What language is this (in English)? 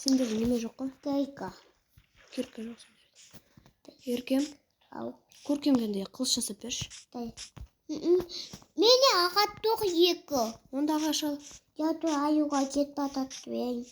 Kazakh